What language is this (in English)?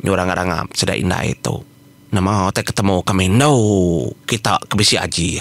Iban